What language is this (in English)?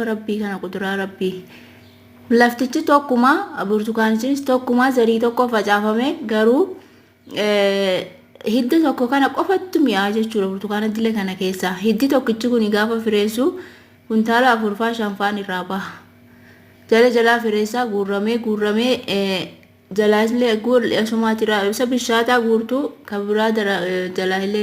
Oromo